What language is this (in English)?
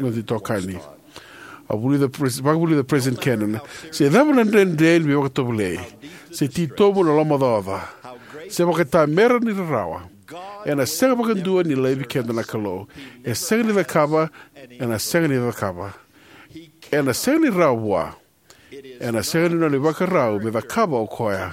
Fijian